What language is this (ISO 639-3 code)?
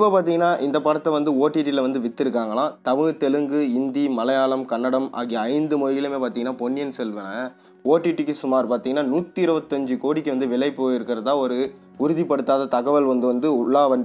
tam